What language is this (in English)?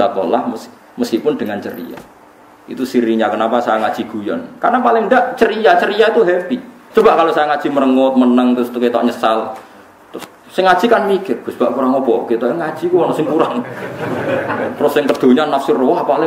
Indonesian